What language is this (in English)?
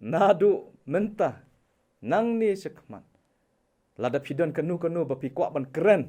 Khasi